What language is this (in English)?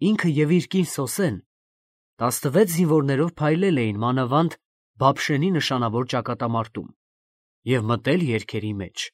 Armenian